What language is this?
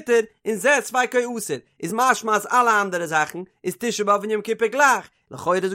Yiddish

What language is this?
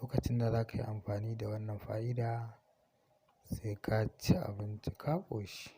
Hausa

